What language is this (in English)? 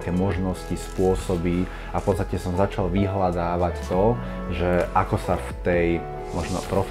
Slovak